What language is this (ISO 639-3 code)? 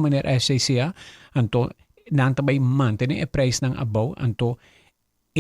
pap